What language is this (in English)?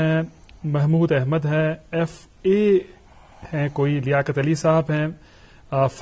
Urdu